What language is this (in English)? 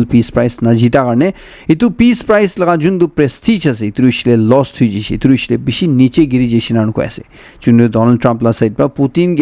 Naga Pidgin